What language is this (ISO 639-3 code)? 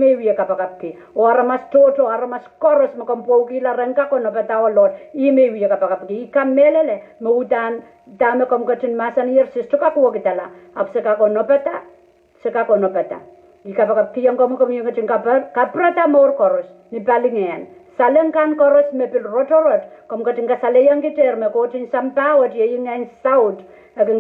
pon